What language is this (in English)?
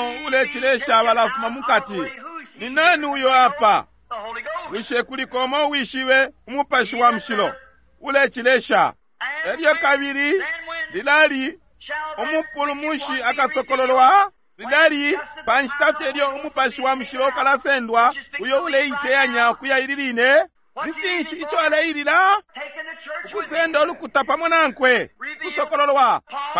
Bemba